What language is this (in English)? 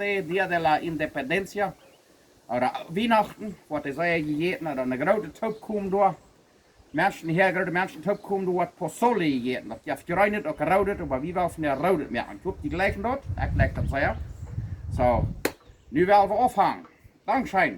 Plautdietsch